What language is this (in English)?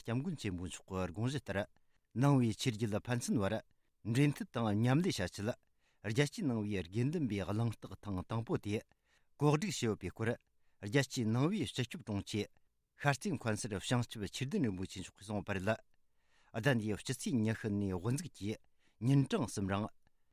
Tibetan